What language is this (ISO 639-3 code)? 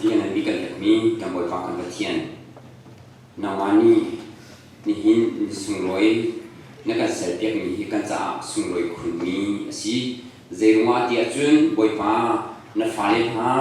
cnh